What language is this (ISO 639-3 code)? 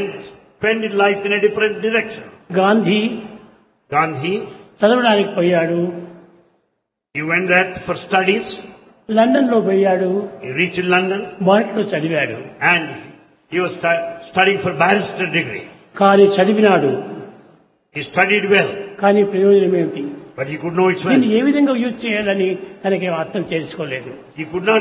tel